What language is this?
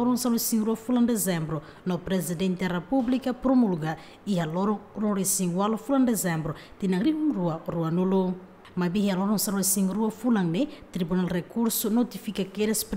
Tetum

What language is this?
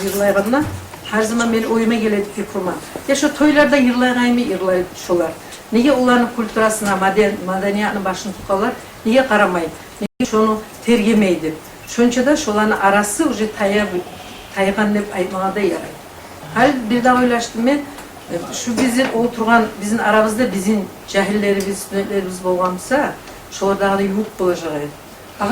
Kumyk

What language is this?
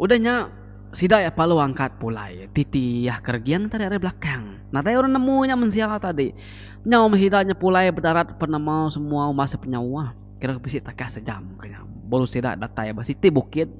Iban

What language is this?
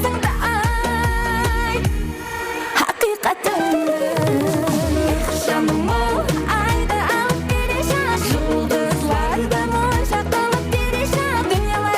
Kara-Kalpak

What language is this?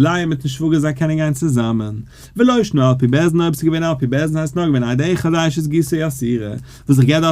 Yiddish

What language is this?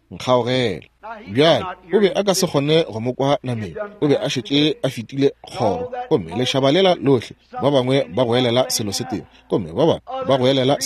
Northern Sotho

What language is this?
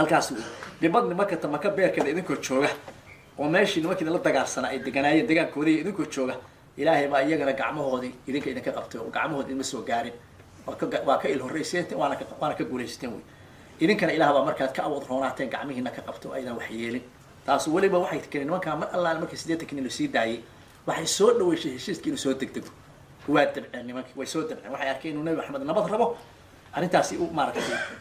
Somali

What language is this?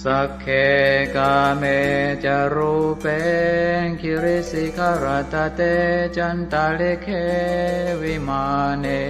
Pali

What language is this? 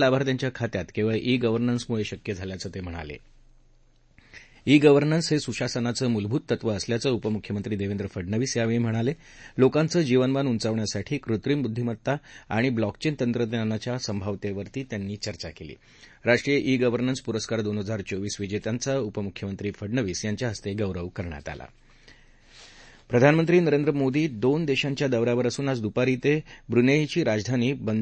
Marathi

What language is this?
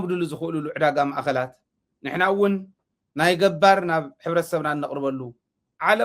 Tigrinya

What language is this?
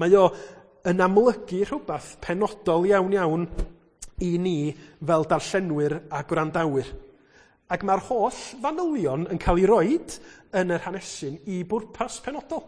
Welsh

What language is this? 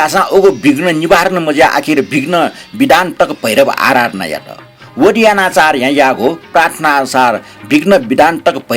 Newari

